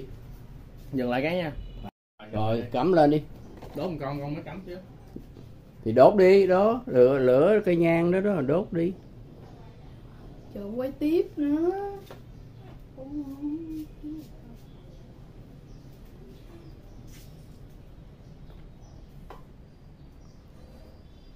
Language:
Vietnamese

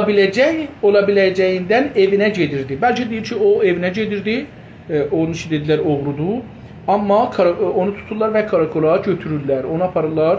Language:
South Azerbaijani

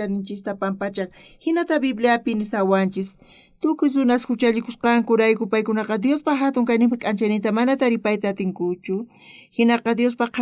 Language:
South Bolivian Quechua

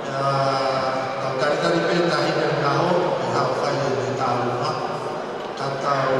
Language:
Tongan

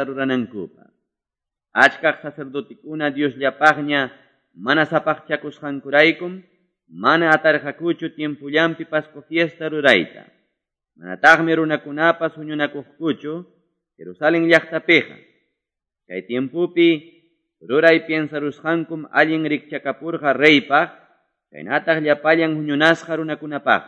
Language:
Quechua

